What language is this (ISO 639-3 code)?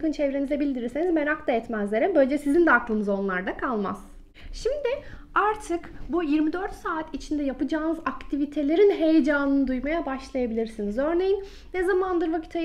tur